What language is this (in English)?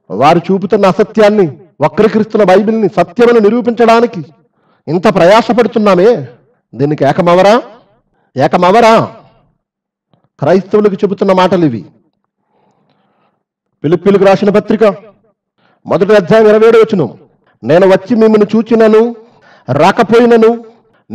Telugu